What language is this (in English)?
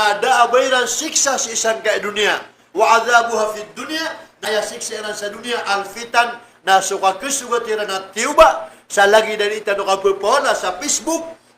Maranao